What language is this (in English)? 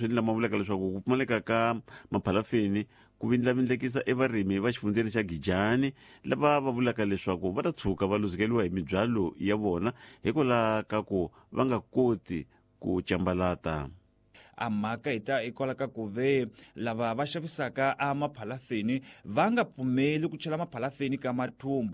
Tsonga